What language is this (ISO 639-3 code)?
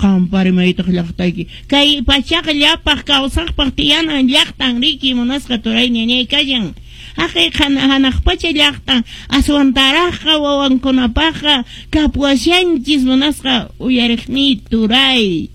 que